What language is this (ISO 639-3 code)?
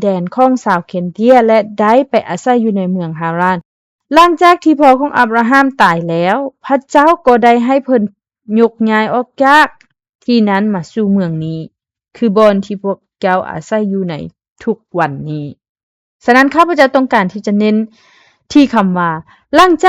lao